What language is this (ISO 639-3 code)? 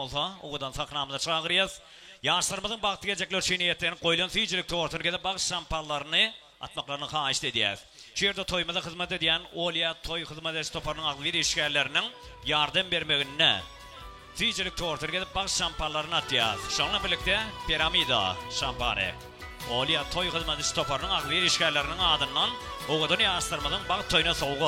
tuk